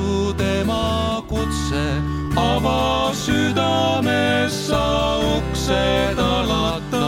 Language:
Estonian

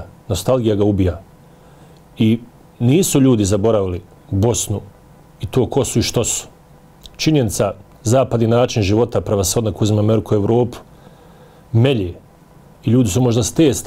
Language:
Bosnian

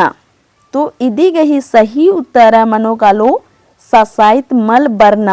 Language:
Kurukh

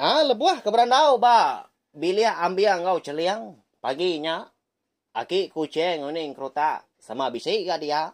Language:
Iban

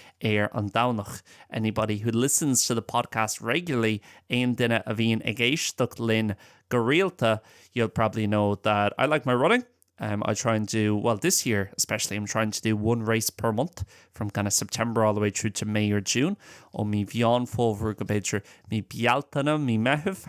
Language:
Irish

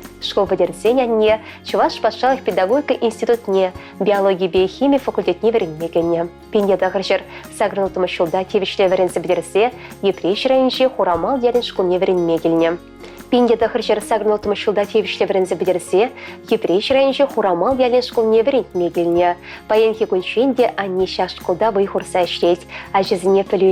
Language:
Chuvash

